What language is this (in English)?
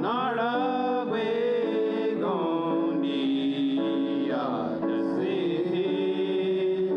Mohawk